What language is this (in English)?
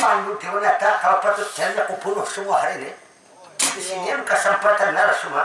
Banjar